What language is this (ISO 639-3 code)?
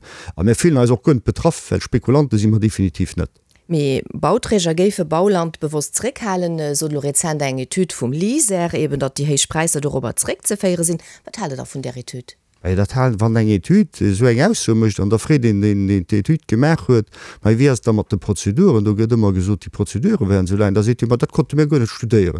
ltz